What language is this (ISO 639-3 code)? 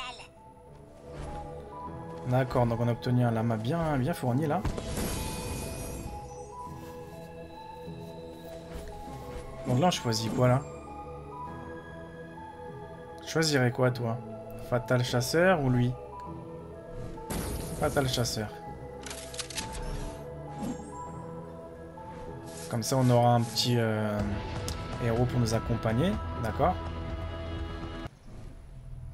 fra